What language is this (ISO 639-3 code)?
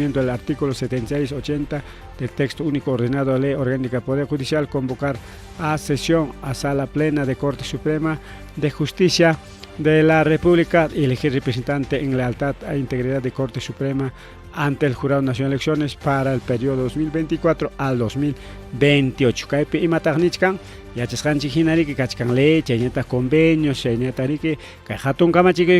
quy